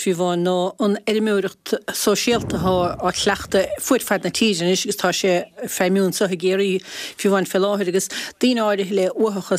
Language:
Irish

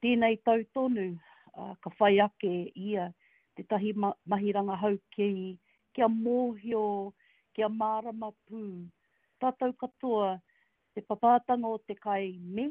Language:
Māori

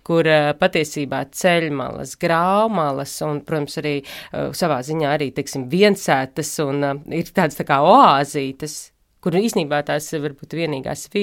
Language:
Latvian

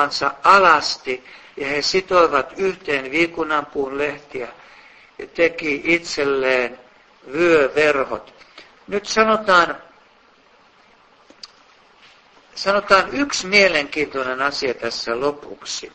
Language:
Finnish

